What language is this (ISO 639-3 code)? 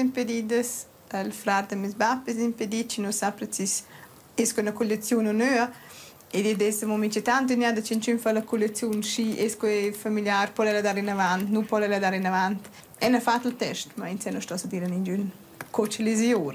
roh